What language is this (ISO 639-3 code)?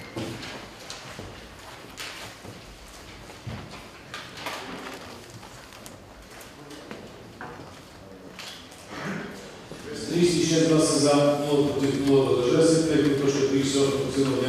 bul